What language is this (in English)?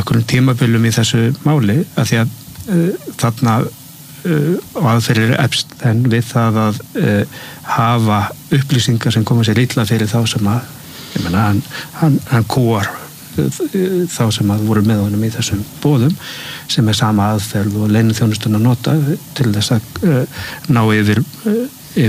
Icelandic